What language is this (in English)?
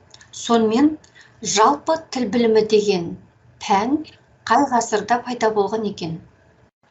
Kazakh